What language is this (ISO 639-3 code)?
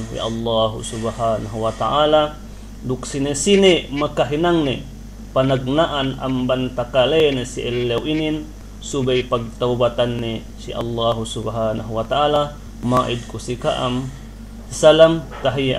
yka